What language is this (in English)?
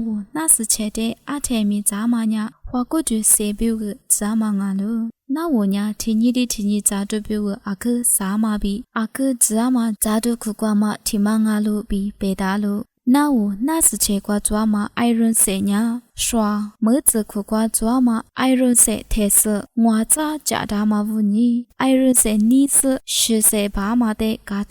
Lisu